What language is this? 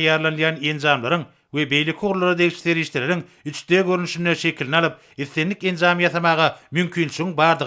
Turkmen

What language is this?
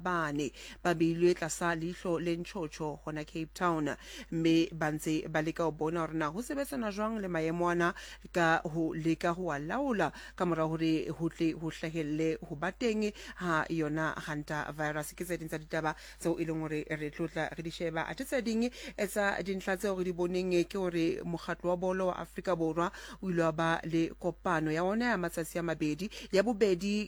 Southern Sotho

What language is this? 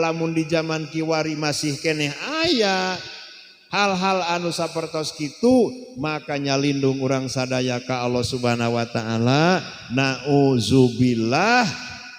Sundanese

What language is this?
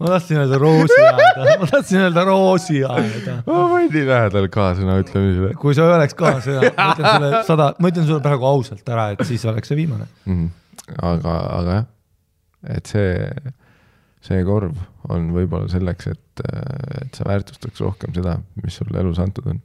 Estonian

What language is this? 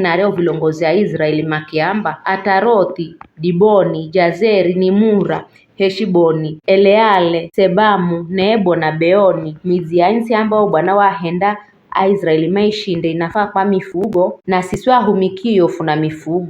Giryama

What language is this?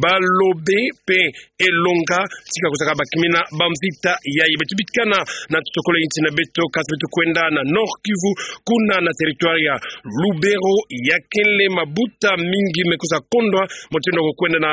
Kituba (Democratic Republic of Congo)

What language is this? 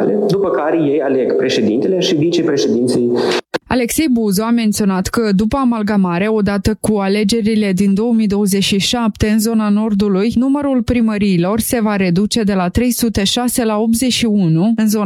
Romanian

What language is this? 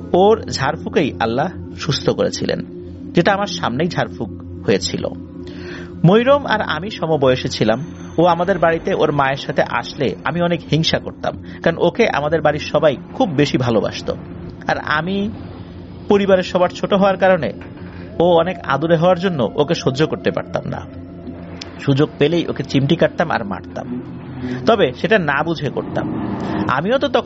Bangla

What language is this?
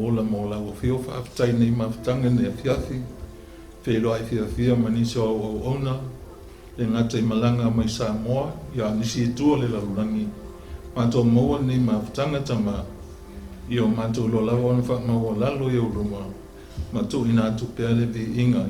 Samoan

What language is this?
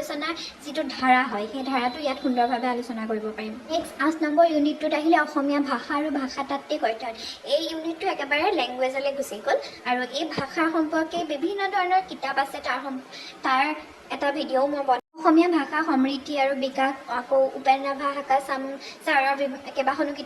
Assamese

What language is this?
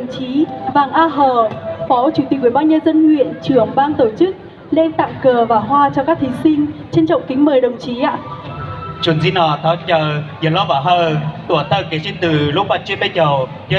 Hmong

